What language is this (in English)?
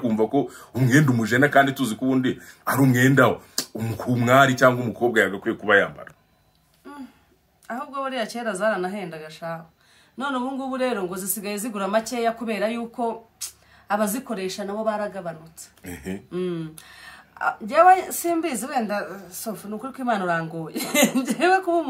Kinyarwanda